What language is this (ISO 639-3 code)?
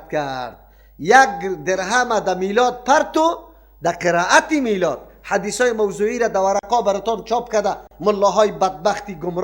fas